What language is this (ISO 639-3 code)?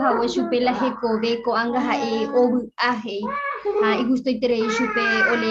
grn